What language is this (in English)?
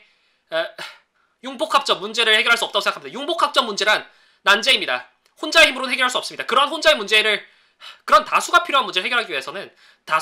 Korean